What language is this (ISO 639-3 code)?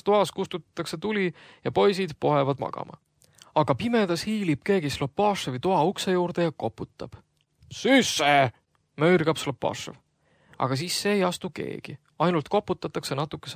est